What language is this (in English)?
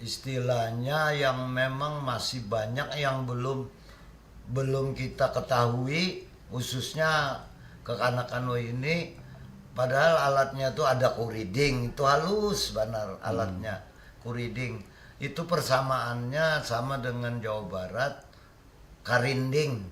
Banjar